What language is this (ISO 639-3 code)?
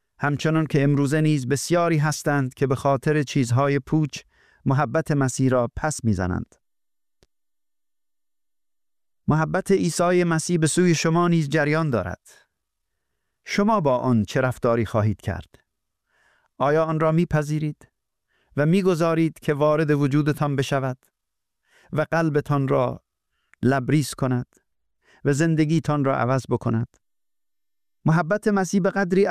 fas